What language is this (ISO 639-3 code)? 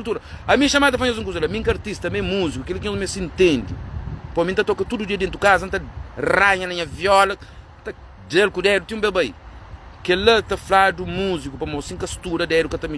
kea